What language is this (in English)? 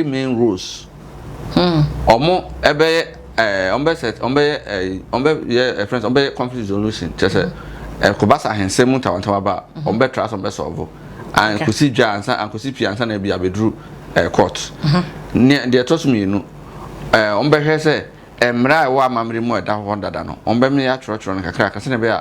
Akan